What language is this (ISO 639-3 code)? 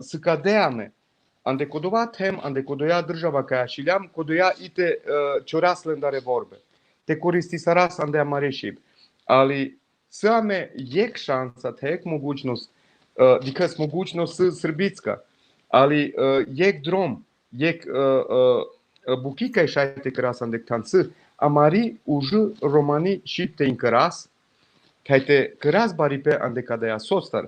rmn